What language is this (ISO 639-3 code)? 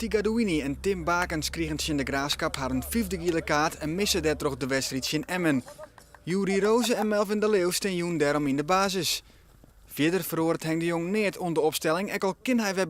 fry